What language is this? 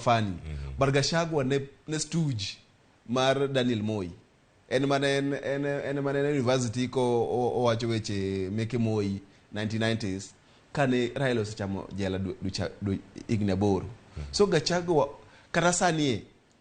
Luo (Kenya and Tanzania)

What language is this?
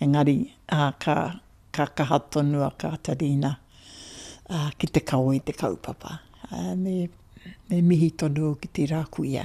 Māori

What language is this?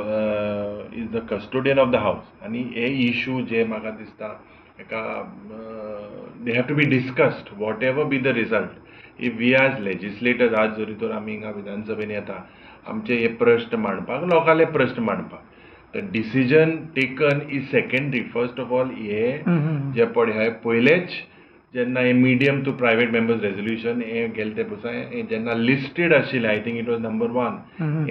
Konkani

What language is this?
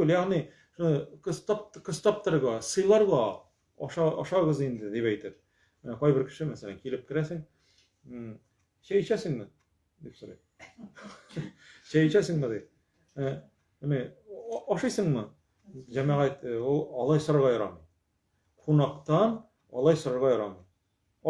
Tatar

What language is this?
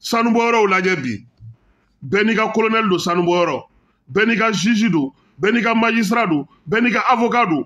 Bambara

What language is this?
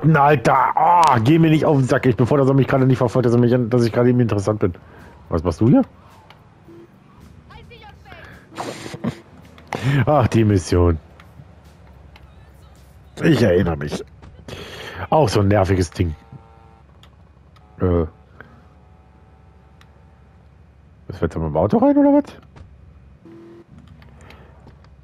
German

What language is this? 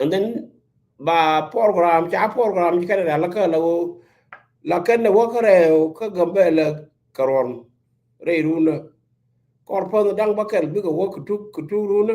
Nuer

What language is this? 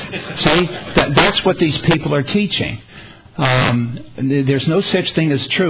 English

